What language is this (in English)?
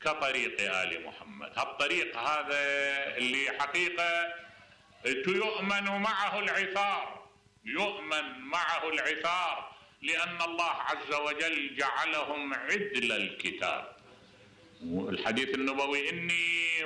Mesopotamian Arabic